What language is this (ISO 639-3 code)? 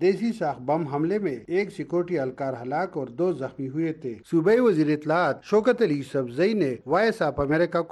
urd